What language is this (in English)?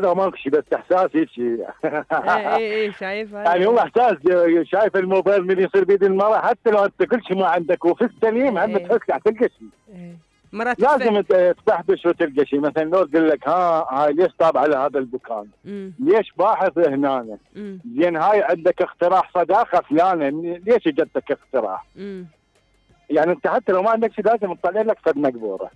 Mesopotamian Arabic